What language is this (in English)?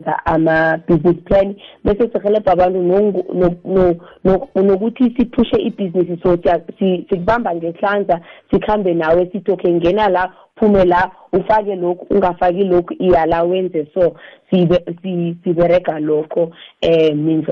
South Ndebele